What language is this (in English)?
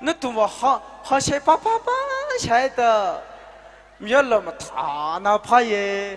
Tangkhul Naga (India)